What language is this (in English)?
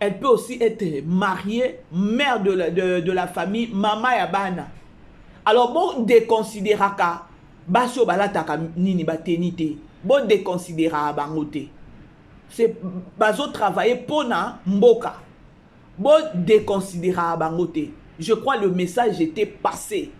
Lingala